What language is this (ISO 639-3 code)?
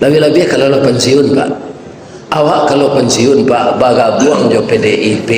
min